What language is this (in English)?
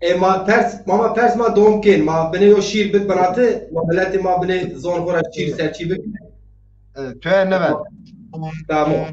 Zaza